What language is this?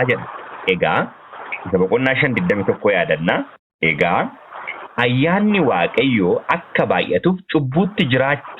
Oromo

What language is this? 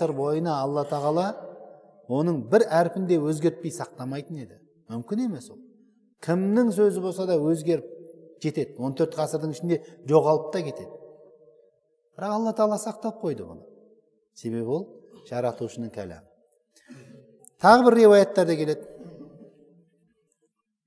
Kazakh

